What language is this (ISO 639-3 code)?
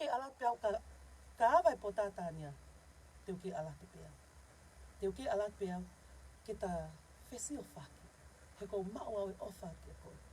ton